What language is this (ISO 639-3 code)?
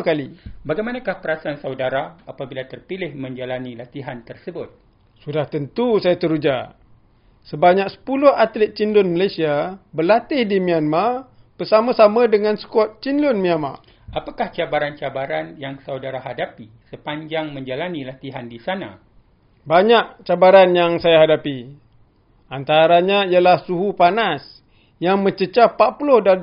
msa